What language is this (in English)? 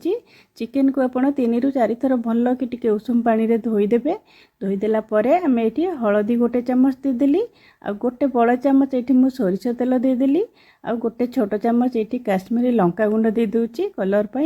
Odia